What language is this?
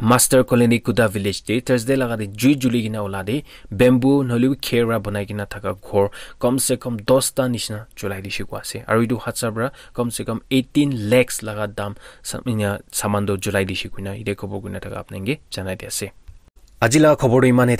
Naga Pidgin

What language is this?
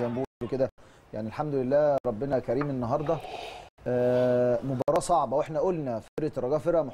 Egyptian Arabic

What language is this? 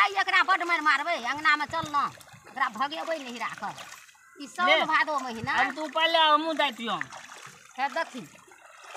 Maithili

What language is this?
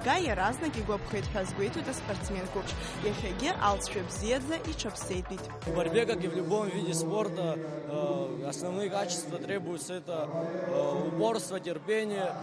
Abkhazian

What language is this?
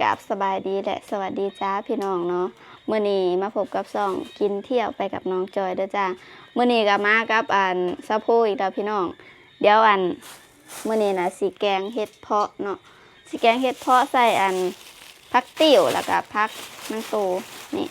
Lao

